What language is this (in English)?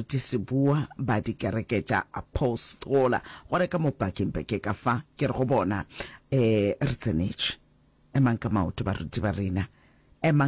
Northern Sotho